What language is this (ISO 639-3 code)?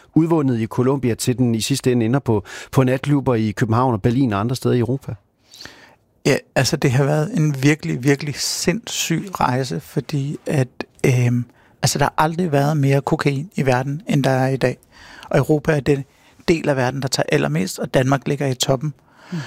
dan